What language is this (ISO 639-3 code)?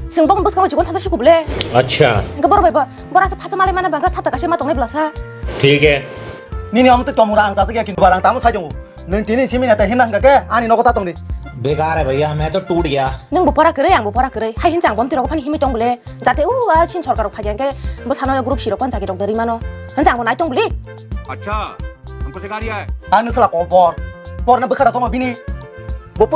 trp